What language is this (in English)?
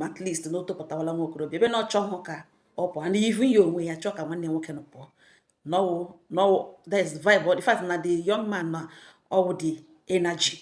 Igbo